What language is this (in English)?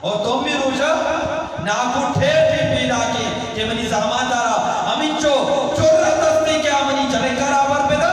Eastern Balochi